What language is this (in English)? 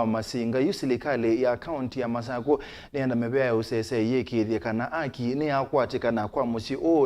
Kamba